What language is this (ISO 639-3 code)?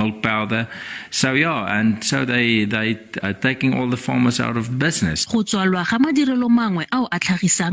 tsn